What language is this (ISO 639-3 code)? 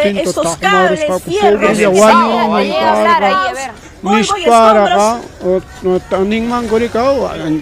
quy